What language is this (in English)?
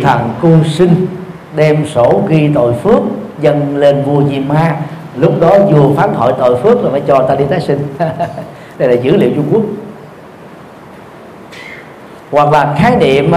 Vietnamese